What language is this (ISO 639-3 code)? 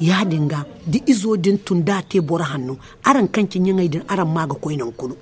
dje